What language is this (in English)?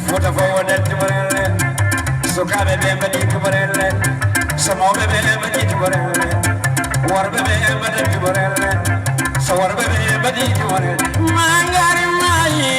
Fula